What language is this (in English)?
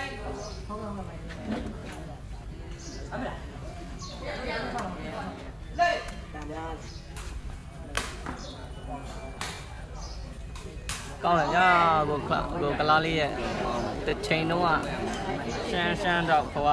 Burmese